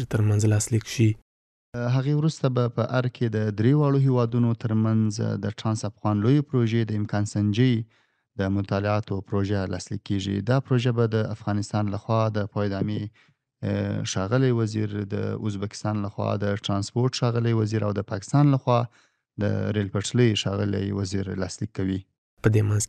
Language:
Pashto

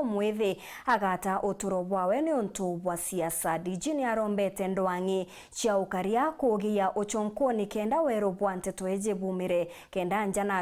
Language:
Meru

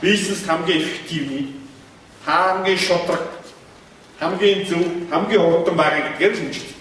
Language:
Mongolian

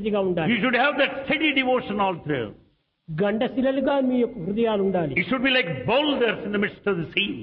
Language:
Telugu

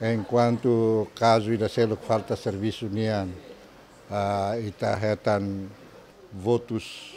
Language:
Tetum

